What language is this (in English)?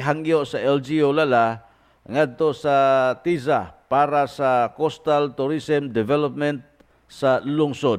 Cebuano